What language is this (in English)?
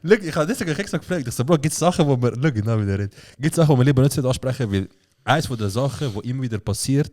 Swiss German